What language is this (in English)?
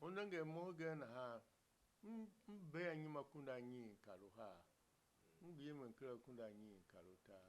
Tiv